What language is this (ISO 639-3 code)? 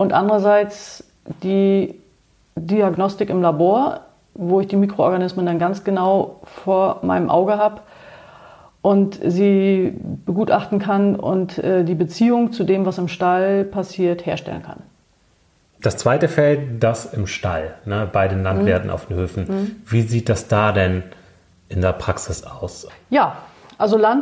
deu